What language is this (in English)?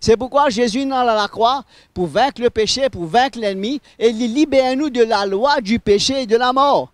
Morisyen